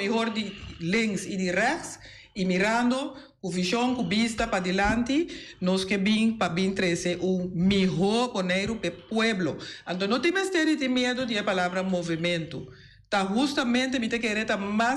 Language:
Papiamento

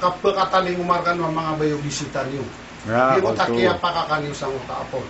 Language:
Maranao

